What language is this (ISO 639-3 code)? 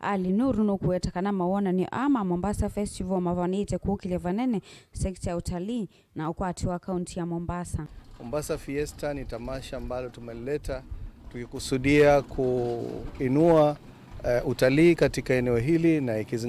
kam